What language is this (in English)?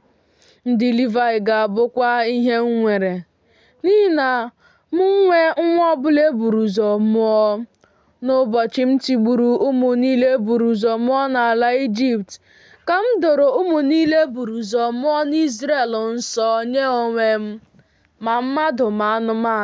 Igbo